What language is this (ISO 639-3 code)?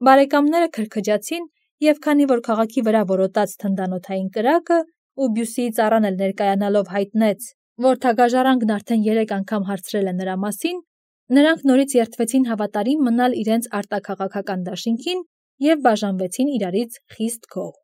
hye